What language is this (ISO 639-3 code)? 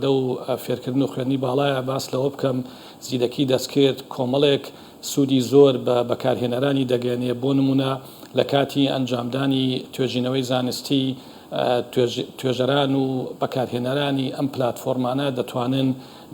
ckb